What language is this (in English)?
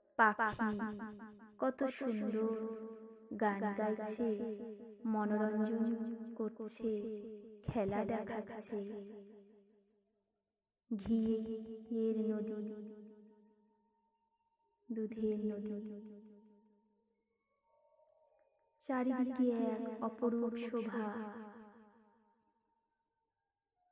Bangla